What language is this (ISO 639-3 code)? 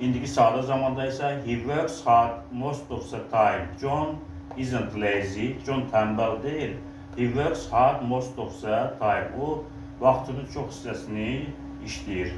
aze